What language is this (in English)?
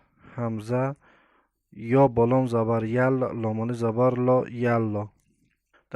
Tajik